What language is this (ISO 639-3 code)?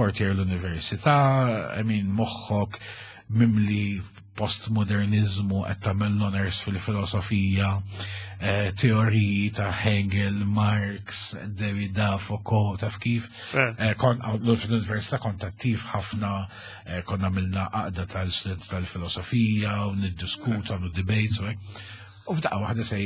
mlt